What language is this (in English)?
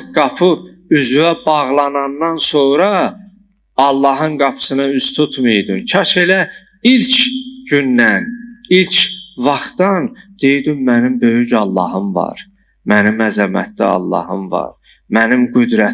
Azerbaijani